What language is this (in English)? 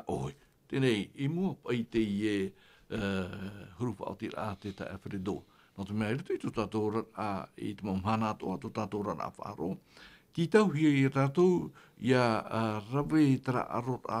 Tahitian